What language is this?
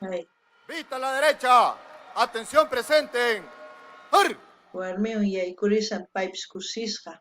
South Bolivian Quechua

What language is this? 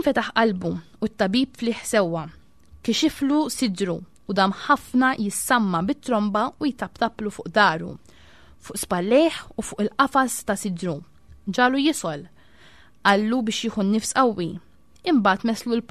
Maltese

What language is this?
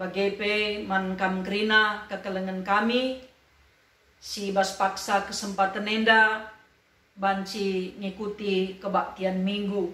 Batak Karo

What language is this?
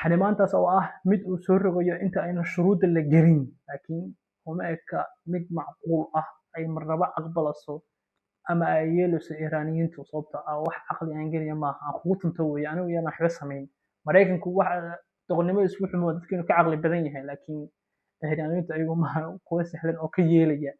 Somali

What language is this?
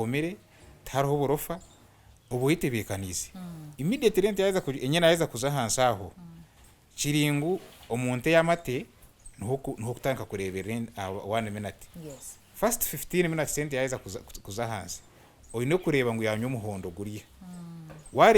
Nyankole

